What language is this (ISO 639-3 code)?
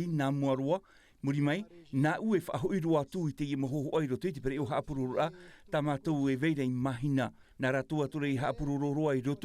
tah